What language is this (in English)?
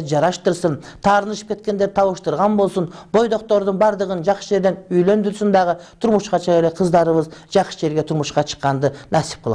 Kyrgyz